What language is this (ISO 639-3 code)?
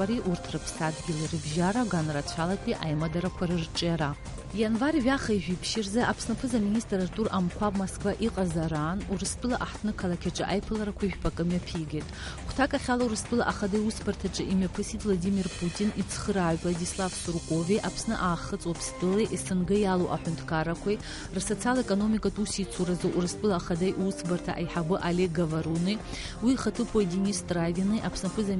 abk